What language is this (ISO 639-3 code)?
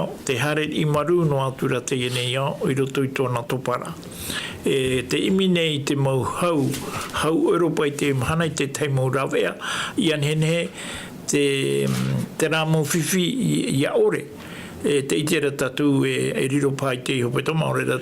tah